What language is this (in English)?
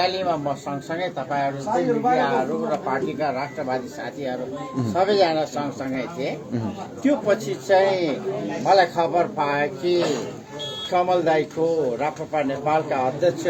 Nepali